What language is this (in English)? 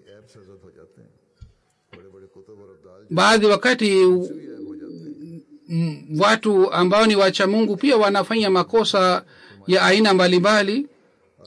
Swahili